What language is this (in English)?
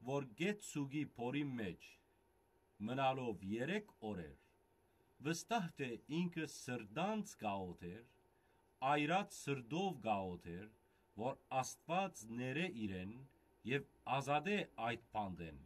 Western Armenian